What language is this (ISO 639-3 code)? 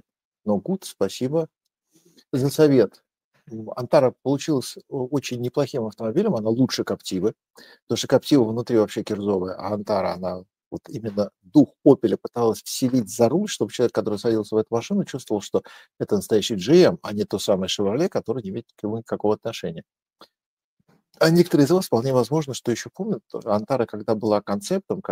rus